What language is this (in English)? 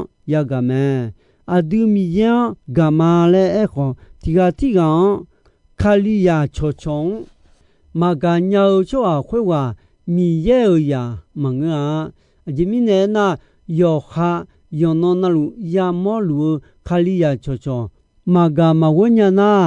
Akha